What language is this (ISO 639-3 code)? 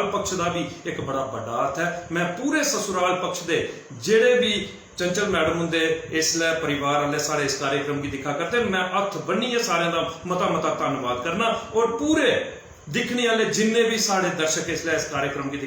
doi